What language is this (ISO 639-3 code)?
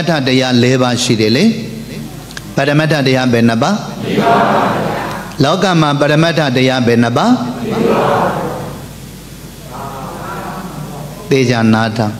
mya